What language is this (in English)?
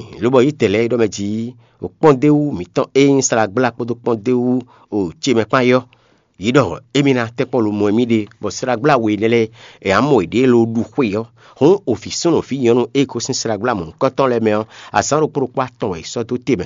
Fon